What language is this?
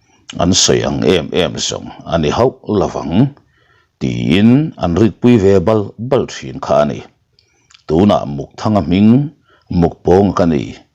Mizo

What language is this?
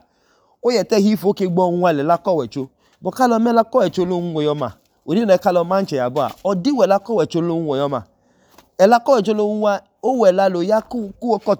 Idoma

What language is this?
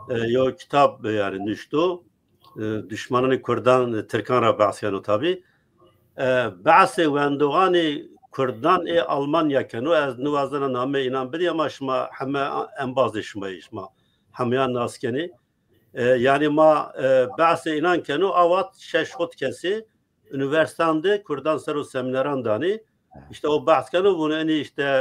Zaza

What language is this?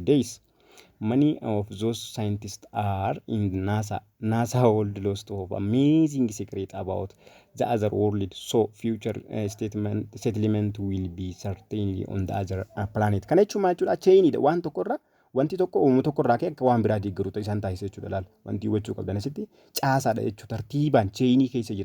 Oromo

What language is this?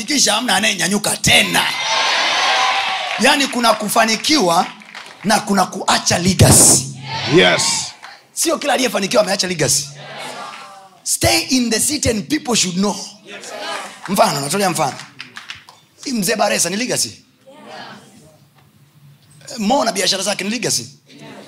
Swahili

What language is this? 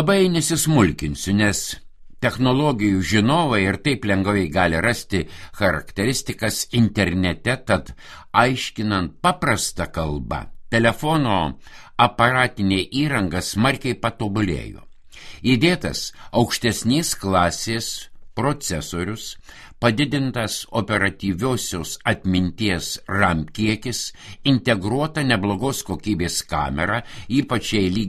Lithuanian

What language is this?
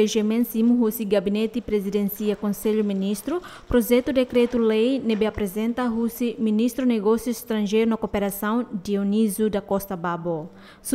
Tetum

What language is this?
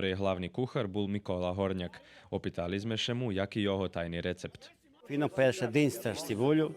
Rusyn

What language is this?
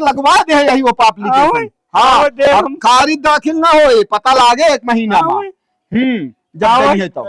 Awadhi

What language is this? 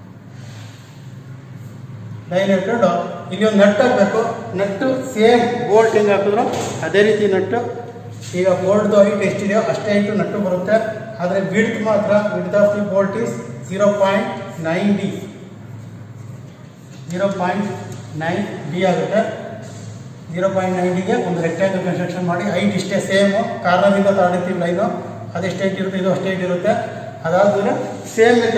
Kannada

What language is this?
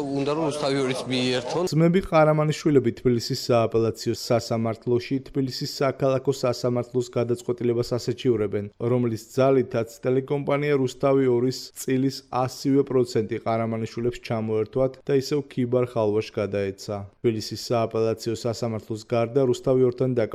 Georgian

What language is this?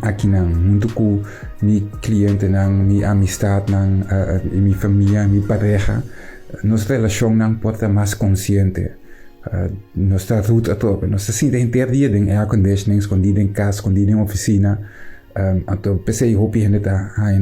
Papiamento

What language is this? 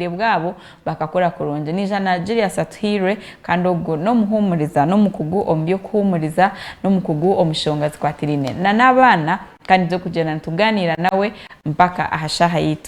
Nyankole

